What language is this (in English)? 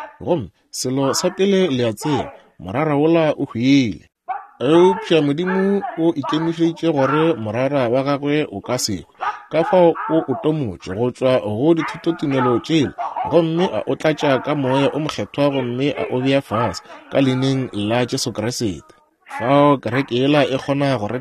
Northern Sotho